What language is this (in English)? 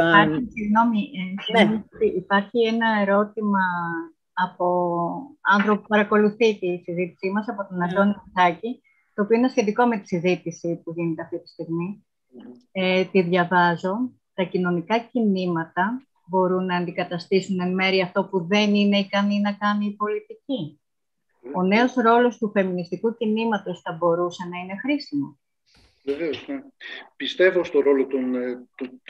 Greek